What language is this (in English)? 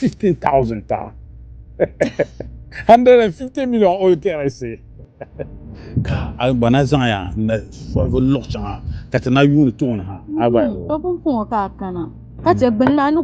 Dagbani